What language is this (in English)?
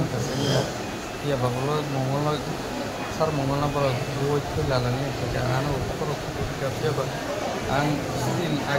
Kok Borok